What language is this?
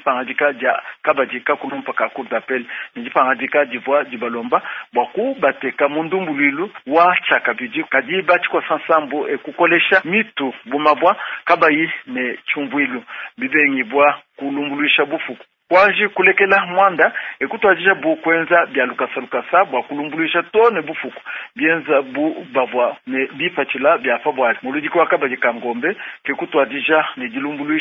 Luba-Lulua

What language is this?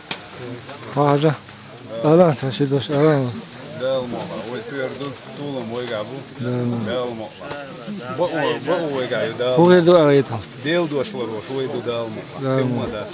Chechen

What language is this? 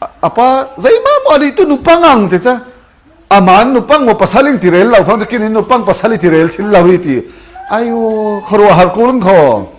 Falam Chin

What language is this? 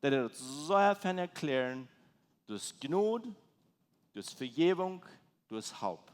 Plautdietsch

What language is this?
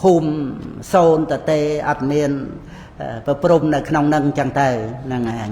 Khmer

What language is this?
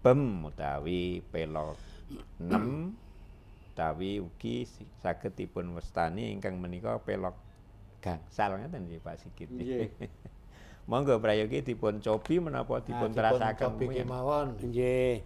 Javanese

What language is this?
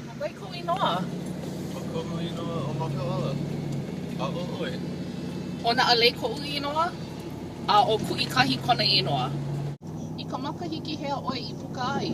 Hawaiian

